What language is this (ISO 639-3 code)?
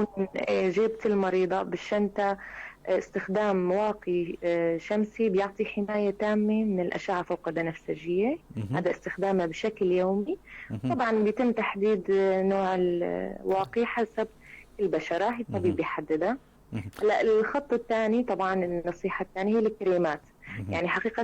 apc